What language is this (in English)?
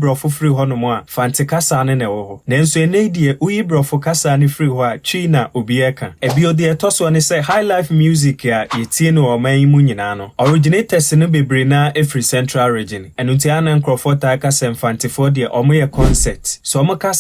Akan